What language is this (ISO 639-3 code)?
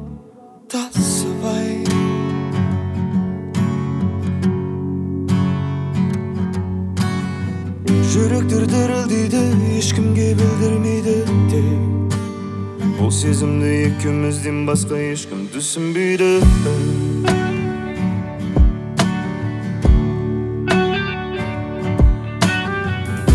kaz